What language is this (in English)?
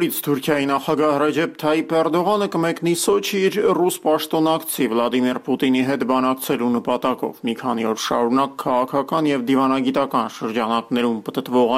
Armenian